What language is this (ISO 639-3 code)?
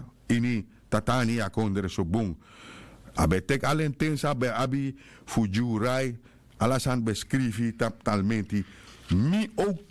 srn